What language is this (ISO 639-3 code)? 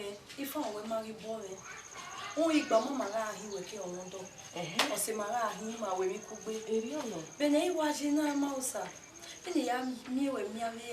bin